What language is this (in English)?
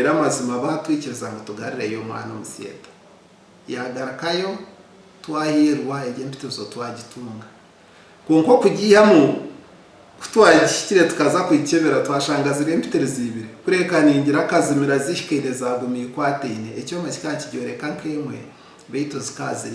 Nyankole